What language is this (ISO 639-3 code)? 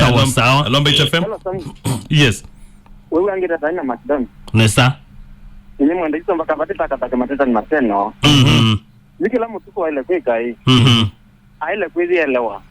kam